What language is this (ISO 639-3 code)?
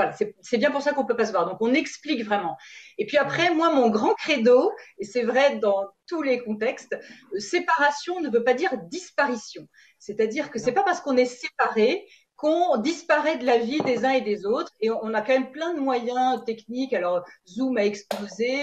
fra